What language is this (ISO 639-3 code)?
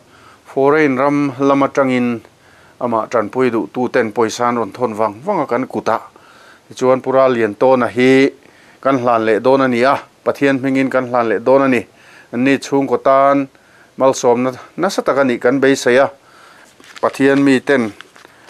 lus